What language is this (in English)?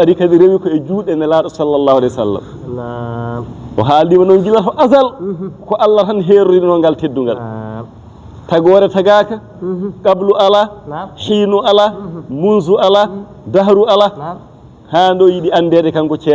Fula